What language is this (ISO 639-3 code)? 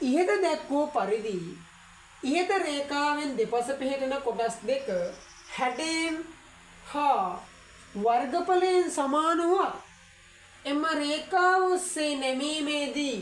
sin